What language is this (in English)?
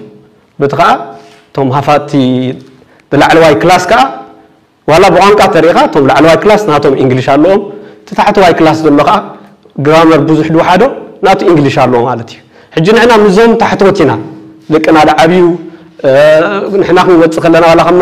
Tigrinya